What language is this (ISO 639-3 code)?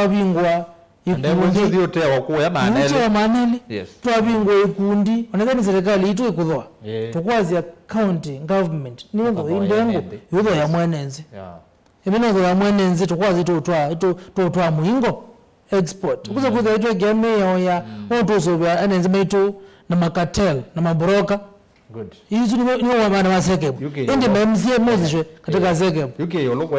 kam